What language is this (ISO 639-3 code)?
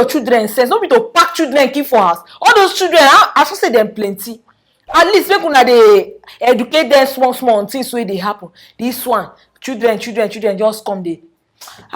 pcm